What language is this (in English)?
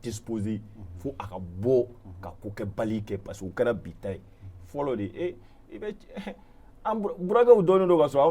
Bambara